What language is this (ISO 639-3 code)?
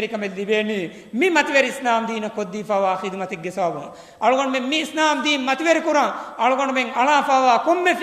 div